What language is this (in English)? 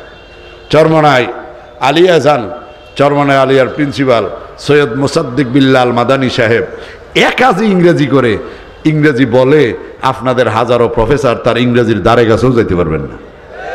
Bangla